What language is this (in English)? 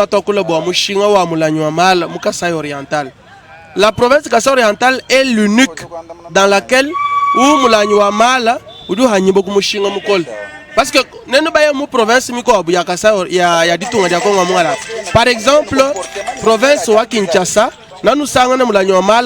Luba-Lulua